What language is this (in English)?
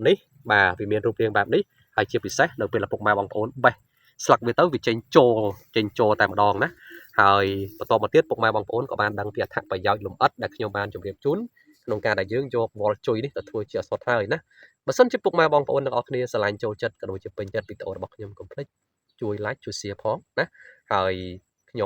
Khmer